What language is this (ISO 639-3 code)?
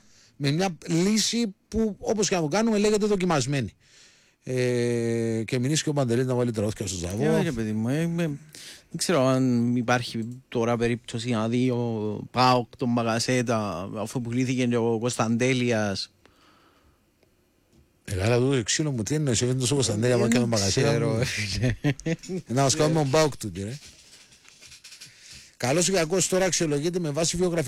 ell